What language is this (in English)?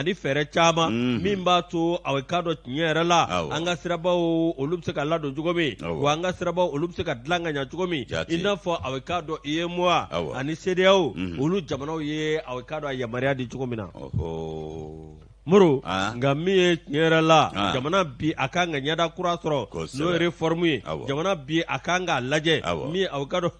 Bambara